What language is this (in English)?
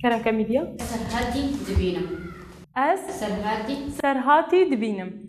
Kurdish